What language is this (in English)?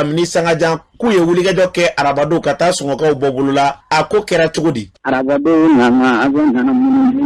Bambara